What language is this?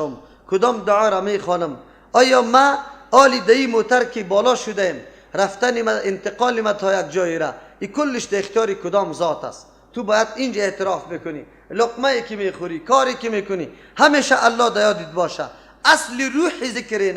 Persian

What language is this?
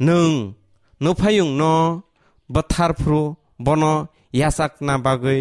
Kok Borok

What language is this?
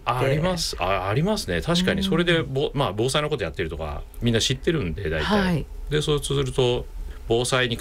Japanese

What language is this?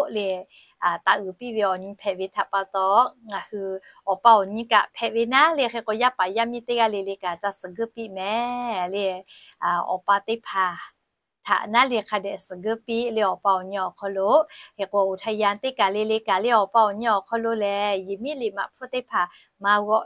Lahu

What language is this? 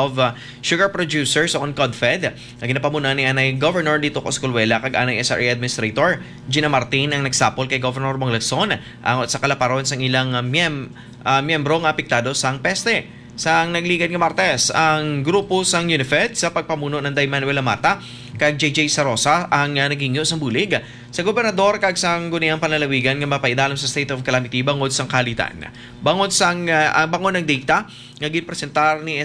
Hiligaynon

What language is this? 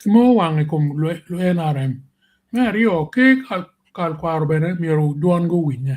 Acoli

